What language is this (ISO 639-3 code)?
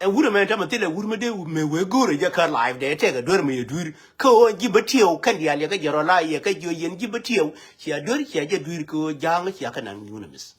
nus